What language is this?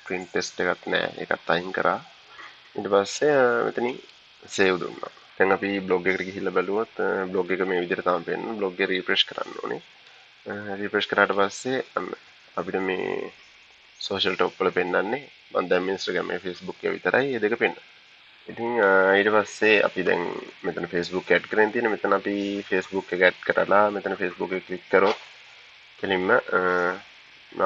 Sinhala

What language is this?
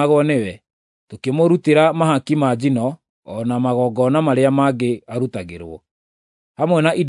Kikuyu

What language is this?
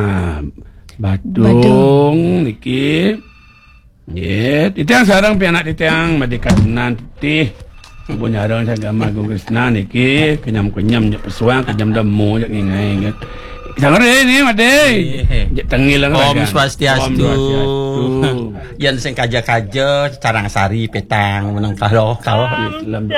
Balinese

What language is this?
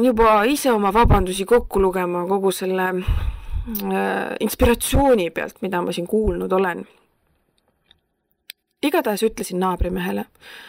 Estonian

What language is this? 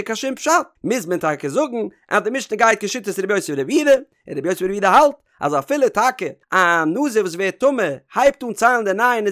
Yiddish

